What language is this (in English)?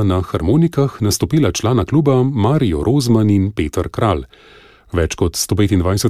Slovenian